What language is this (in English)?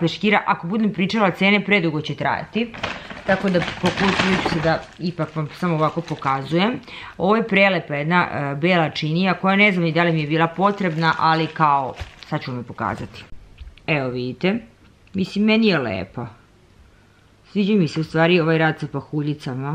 Serbian